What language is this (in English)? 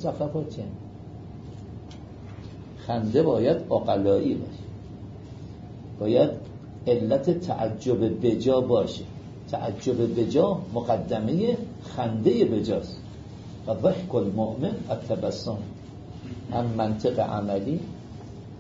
Persian